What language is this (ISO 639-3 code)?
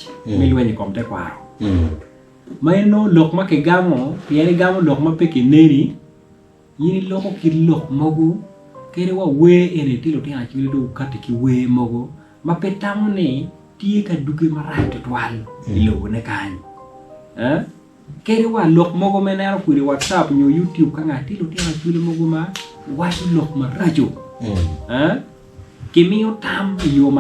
ach